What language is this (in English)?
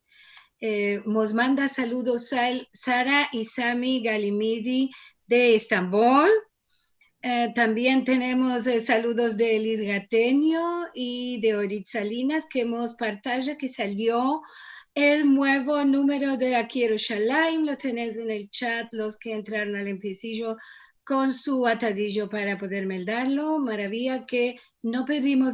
Ladino